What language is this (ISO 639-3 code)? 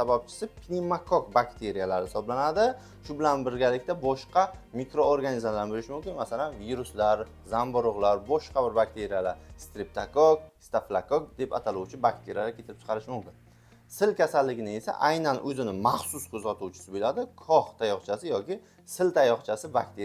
uzb